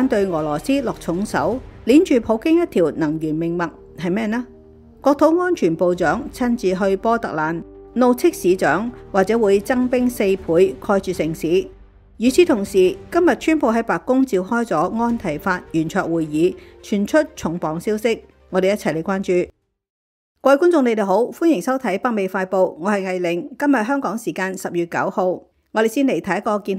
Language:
Cantonese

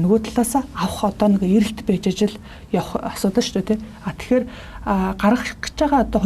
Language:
Mongolian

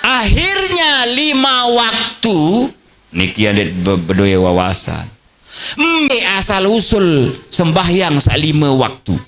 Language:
Sasak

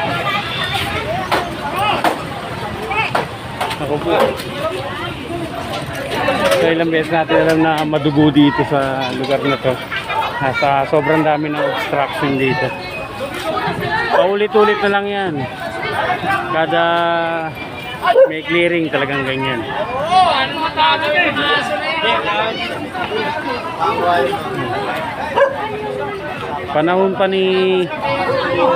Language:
Filipino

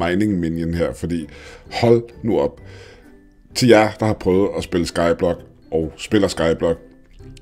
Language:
Danish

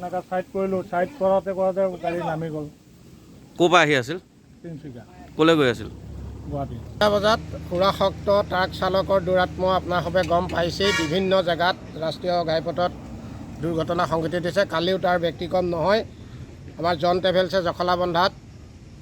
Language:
Assamese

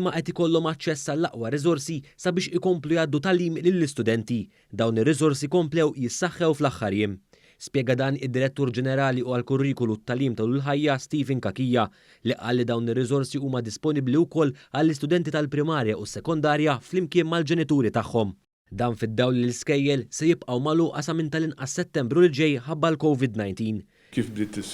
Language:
Maltese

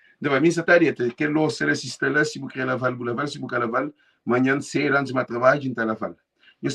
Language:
Kabuverdianu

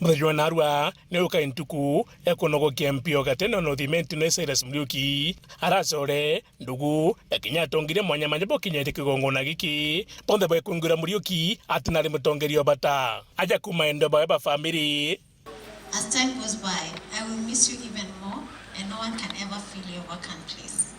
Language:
Meru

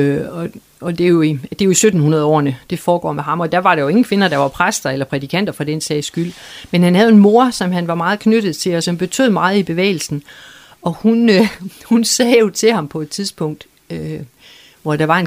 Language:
Danish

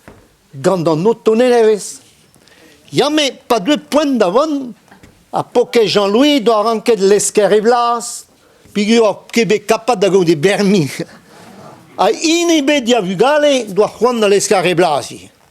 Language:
Breton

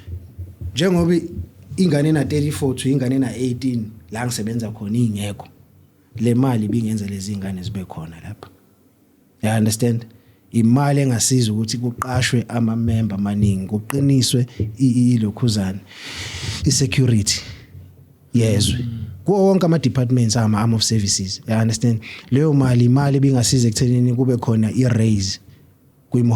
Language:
Zulu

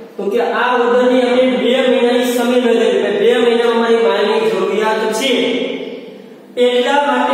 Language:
Gujarati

